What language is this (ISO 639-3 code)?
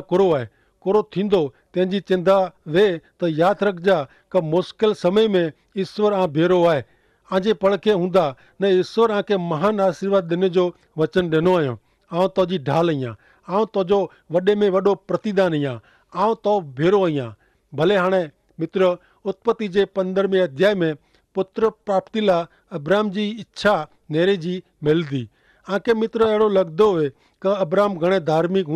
kfr